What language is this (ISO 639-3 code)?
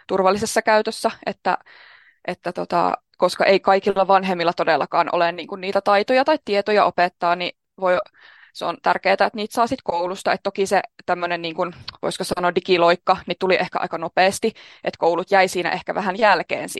fin